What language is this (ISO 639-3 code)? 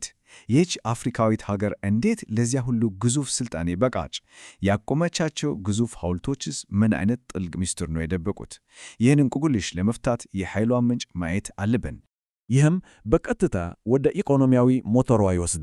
amh